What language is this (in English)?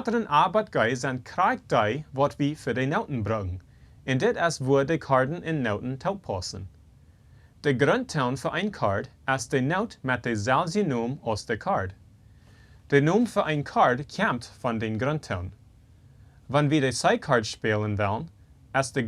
Plautdietsch